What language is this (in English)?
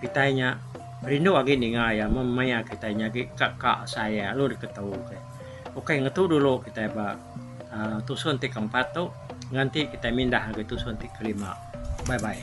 Iban